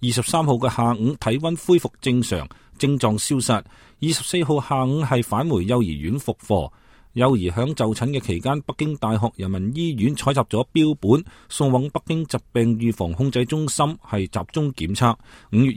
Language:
Cantonese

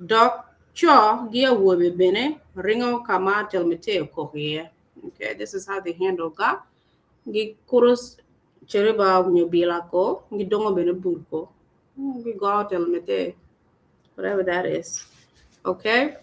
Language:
Acoli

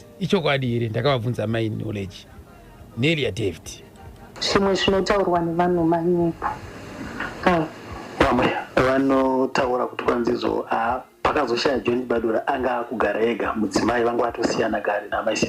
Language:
Shona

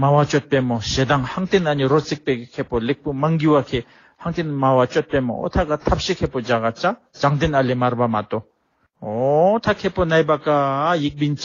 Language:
Tibetan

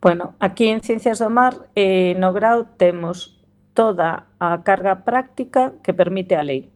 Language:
Galician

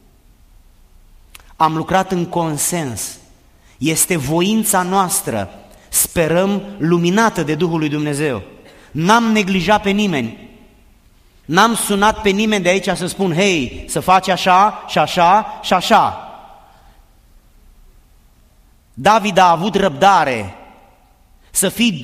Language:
Romanian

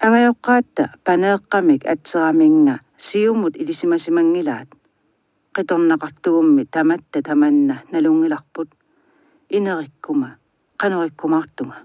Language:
Kalaallisut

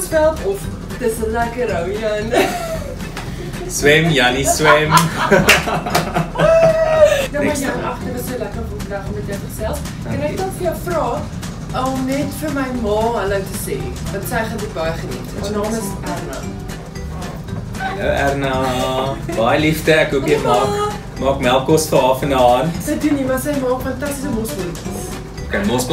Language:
Afrikaans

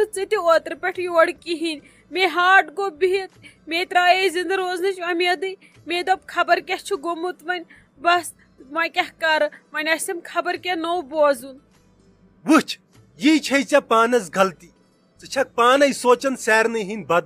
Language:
Kashmiri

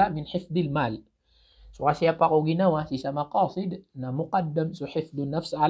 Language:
Maranao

